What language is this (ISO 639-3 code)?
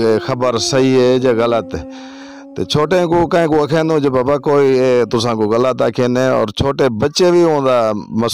lah